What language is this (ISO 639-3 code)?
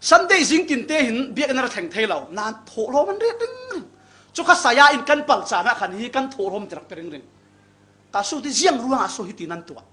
cfm